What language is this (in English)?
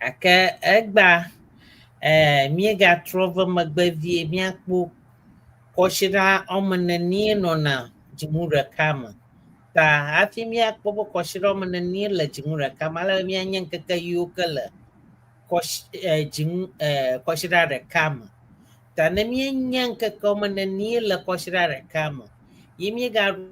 Ewe